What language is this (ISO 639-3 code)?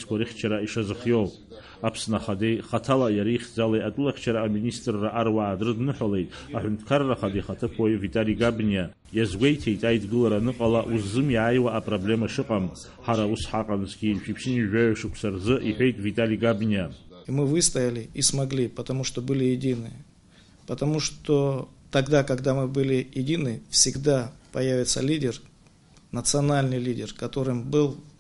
abk